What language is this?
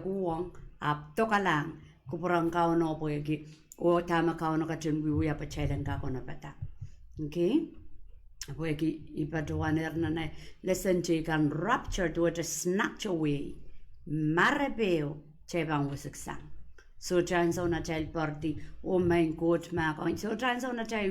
Pohnpeian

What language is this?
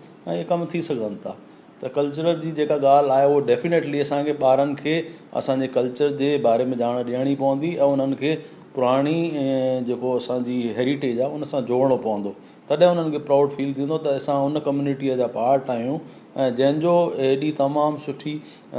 Sindhi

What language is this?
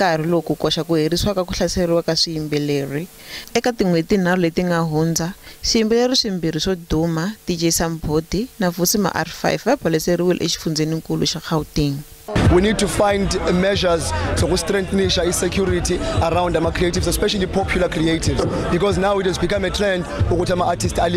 Tsonga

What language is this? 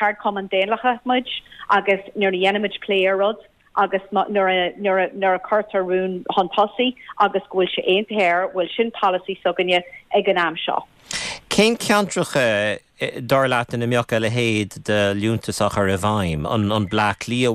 Irish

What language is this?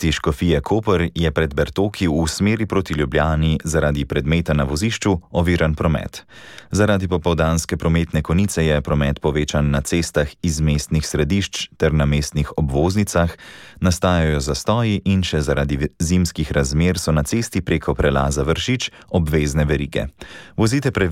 Slovenian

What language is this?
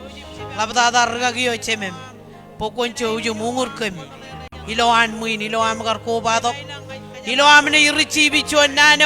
Marshallese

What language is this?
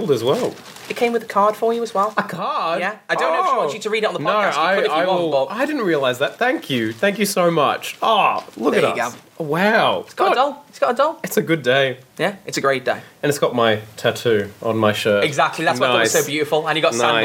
English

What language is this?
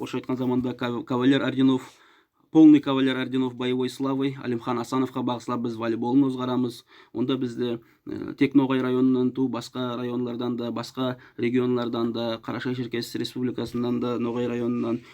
Nogai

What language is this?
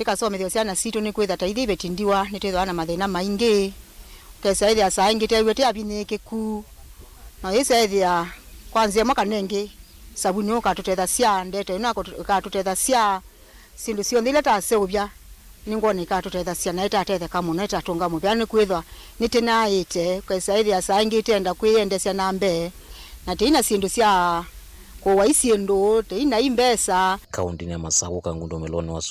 Kamba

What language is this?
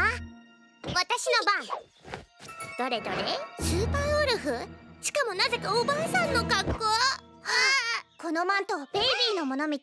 Japanese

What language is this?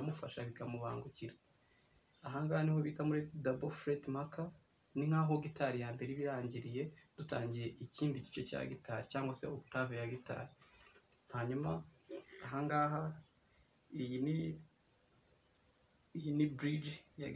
Kinyarwanda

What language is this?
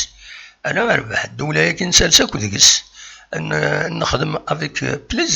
Kabyle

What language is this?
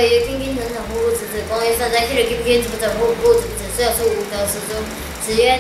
Literary Chinese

